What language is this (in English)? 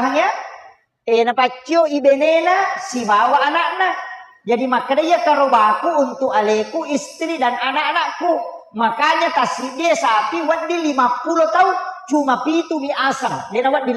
Buginese